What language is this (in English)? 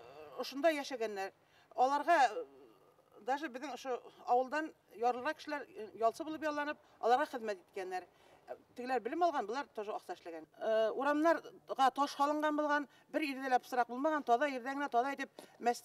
Bashkir